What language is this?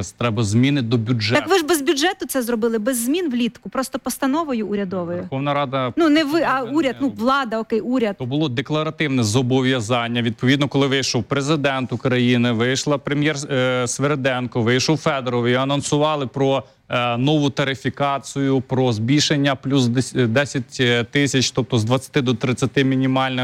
Ukrainian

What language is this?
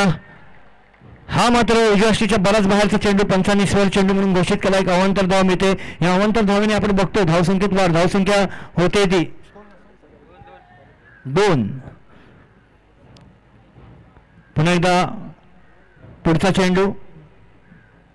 Marathi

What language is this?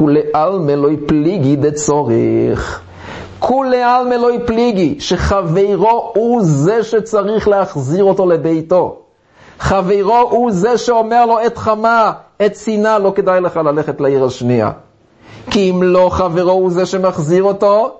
Hebrew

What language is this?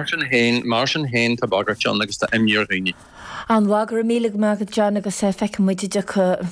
Irish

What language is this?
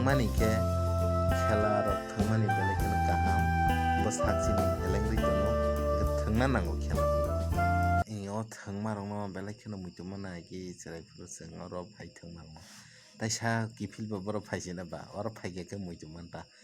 Kok Borok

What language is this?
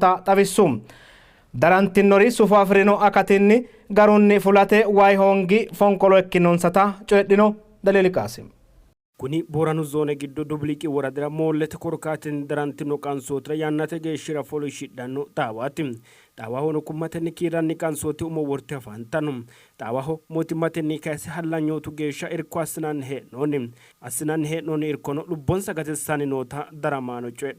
Sidamo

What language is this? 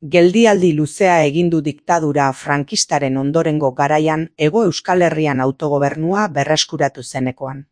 Basque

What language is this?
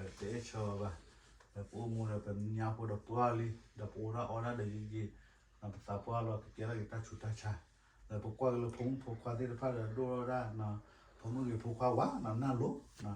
S'gaw Karen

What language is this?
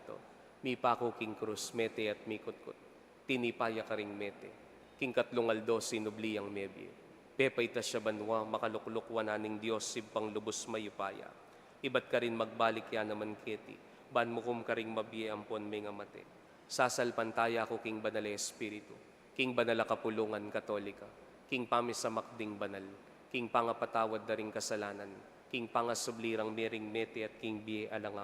Pampanga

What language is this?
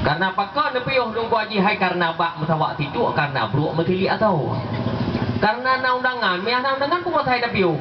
Achinese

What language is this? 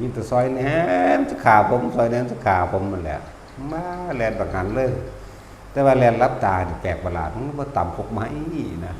Northeastern Thai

